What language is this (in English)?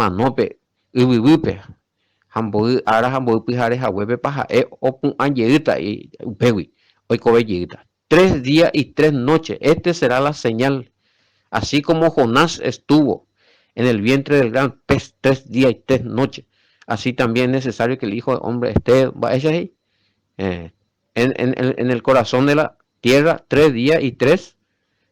Guarani